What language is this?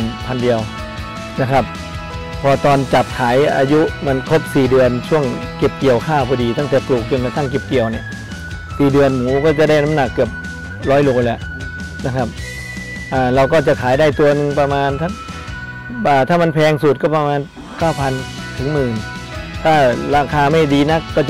Thai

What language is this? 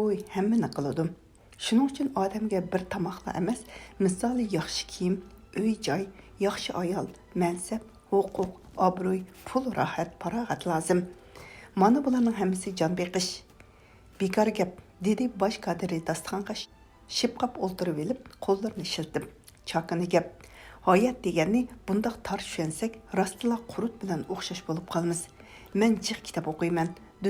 Uyghur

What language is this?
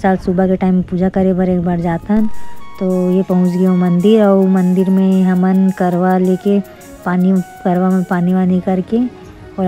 Chhattisgarhi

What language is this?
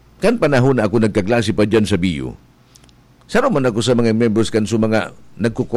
Bikol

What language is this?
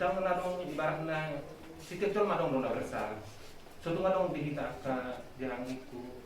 Batak Toba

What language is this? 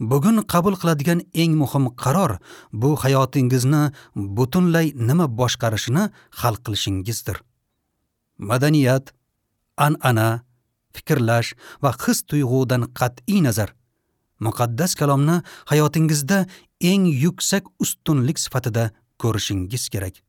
Uzbek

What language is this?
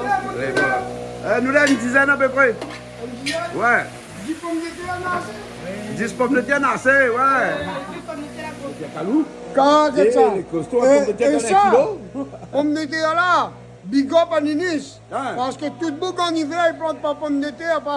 Réunion Creole French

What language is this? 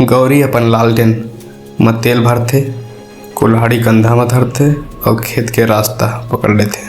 Chhattisgarhi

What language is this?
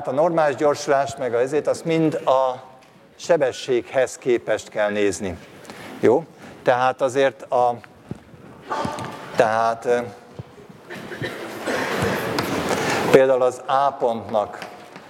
Hungarian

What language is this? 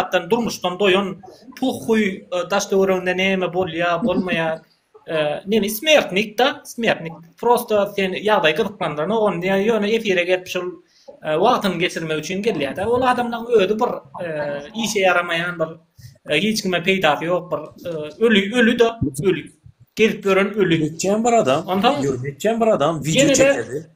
Turkmen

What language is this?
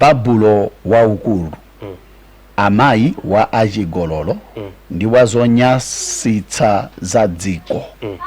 Nyanja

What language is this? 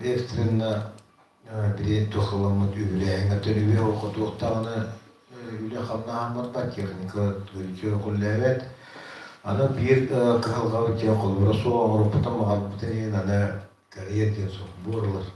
Yakut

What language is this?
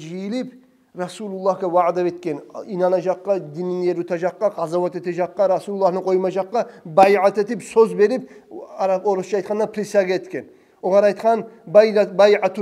Kumyk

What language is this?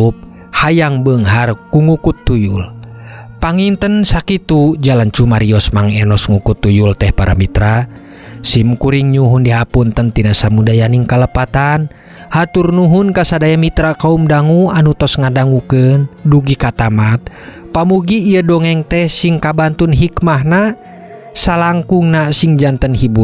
Sundanese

